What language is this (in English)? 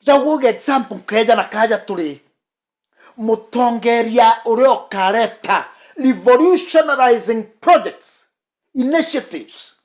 Meru